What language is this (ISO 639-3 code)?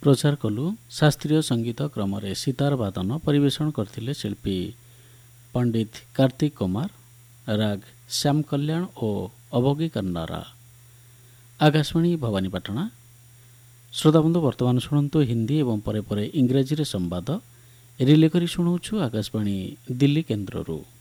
ori